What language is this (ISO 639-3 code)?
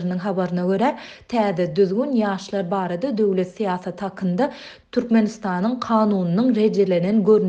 tuk